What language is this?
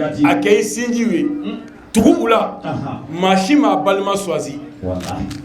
Bambara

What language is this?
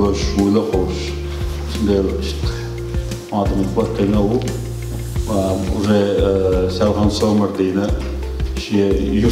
Chechen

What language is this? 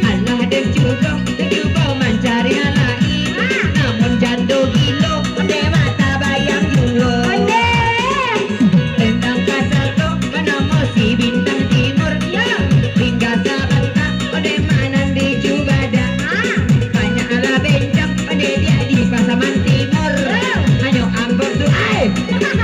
Minangkabau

